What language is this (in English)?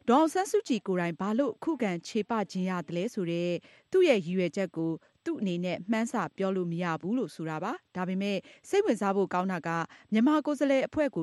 Burmese